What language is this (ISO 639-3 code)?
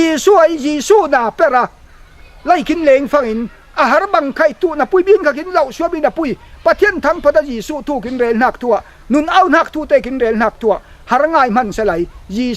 cfm